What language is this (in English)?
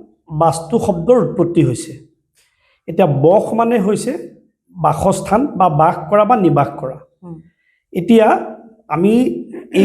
Assamese